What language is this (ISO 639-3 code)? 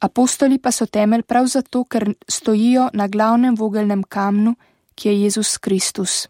slv